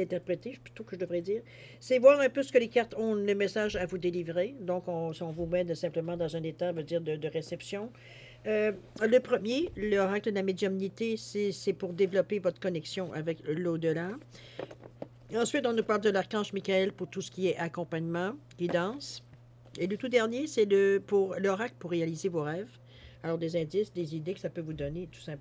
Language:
French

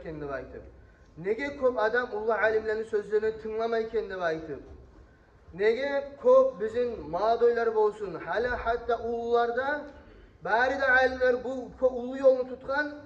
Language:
Kumyk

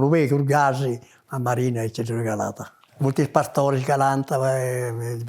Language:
Sardinian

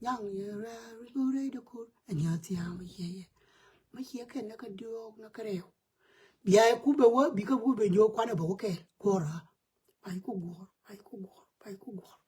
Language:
Nuer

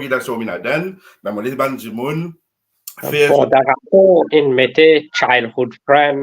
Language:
Morisyen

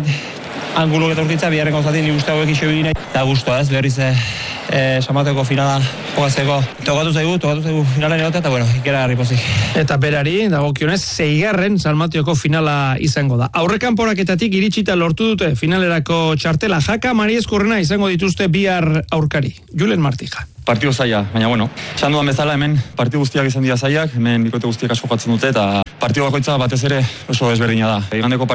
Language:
Basque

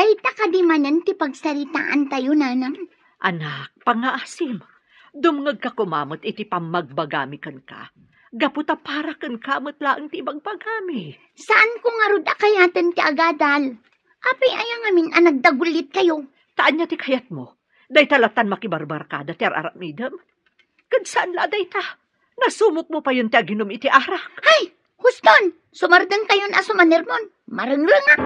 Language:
Iloko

